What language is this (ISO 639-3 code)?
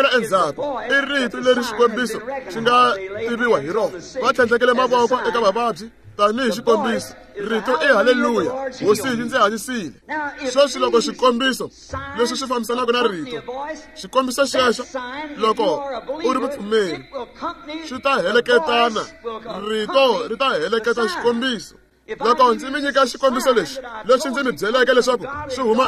tso